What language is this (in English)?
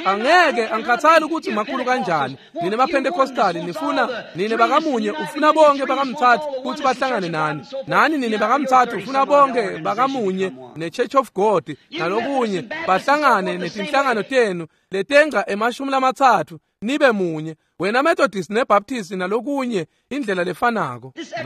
Swati